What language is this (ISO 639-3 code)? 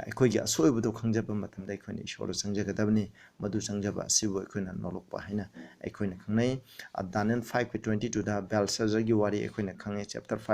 mni